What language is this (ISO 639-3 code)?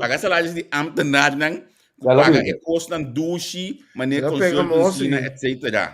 pap